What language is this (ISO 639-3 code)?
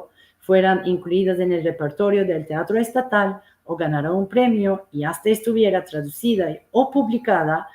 lad